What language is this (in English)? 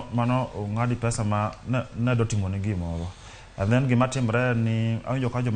Luo (Kenya and Tanzania)